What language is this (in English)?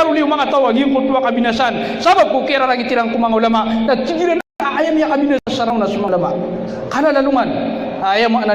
Maranao